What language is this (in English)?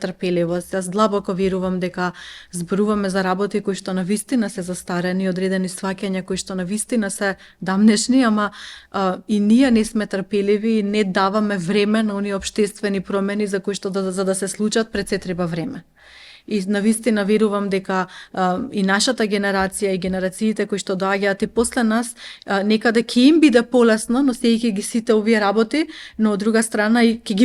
Macedonian